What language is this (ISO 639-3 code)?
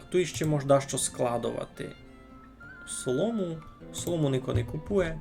rue